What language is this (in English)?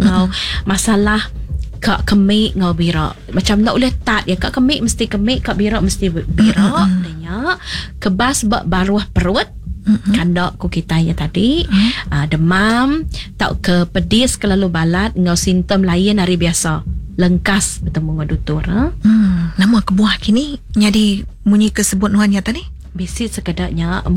Iban